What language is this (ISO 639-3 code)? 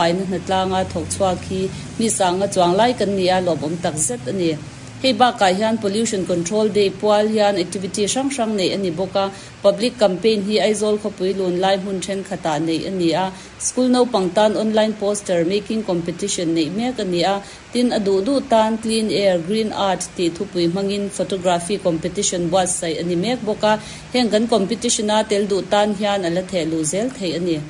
lus